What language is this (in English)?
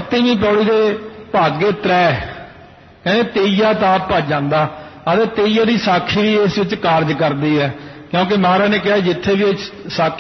Punjabi